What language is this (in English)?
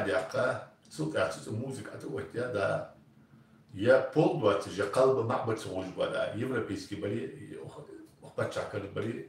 Ingush